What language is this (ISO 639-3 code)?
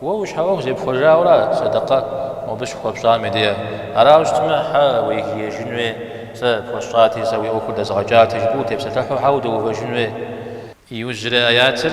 kbd